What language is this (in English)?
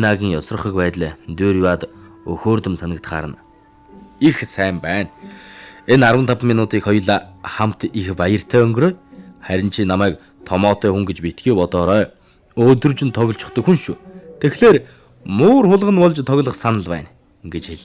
Mongolian